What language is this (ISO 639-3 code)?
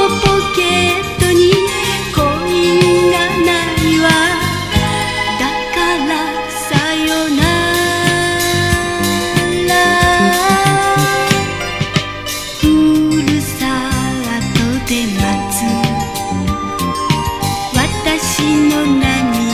jpn